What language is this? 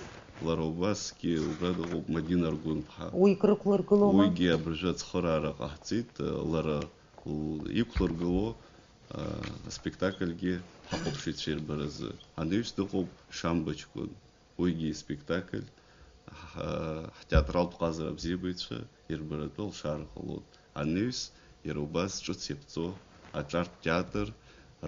Abkhazian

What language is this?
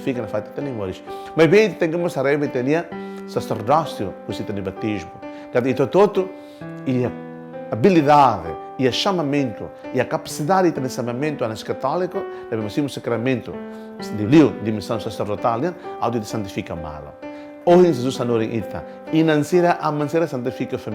Tetum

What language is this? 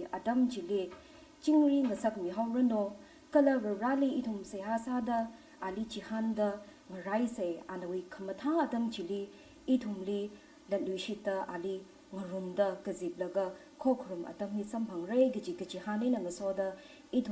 Tangkhul Naga (India)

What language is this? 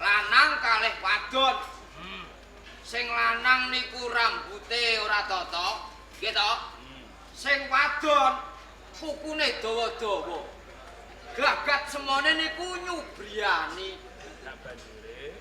Javanese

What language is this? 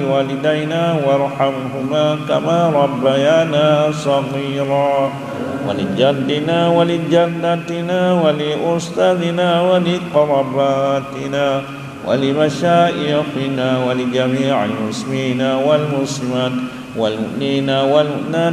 Achinese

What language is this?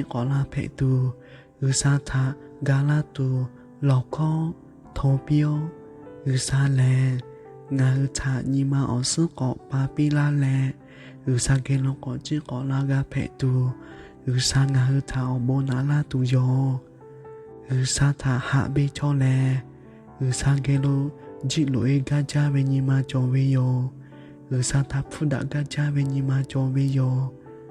Lahu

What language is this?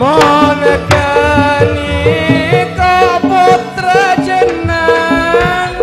Madurese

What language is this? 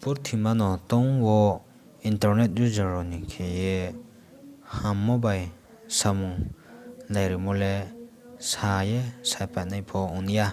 Riang (India)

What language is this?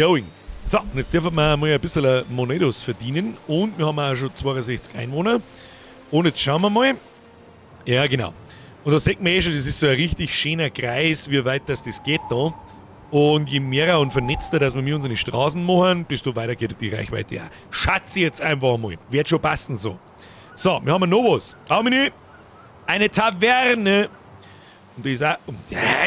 Bavarian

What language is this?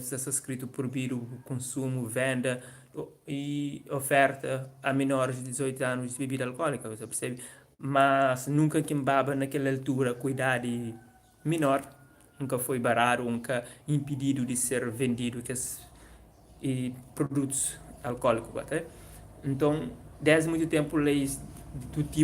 Kabuverdianu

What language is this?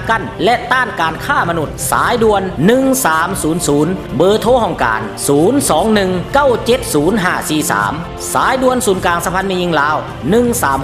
Lao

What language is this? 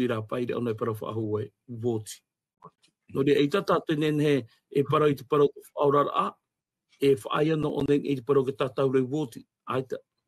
Tahitian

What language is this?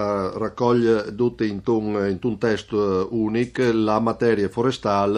Friulian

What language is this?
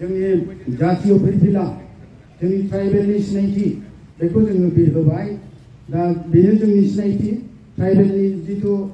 Bodo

